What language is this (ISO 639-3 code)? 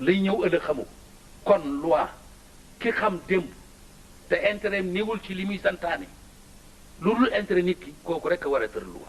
wol